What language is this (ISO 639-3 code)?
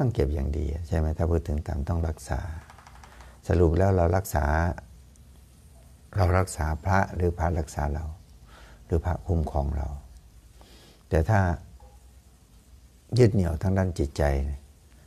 tha